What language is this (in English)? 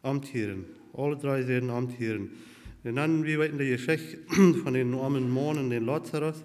Plautdietsch